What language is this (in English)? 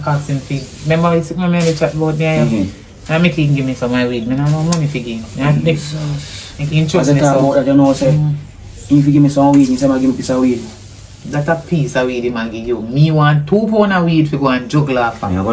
Jamaican Creole English